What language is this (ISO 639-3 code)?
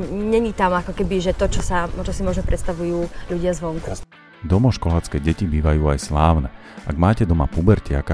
slk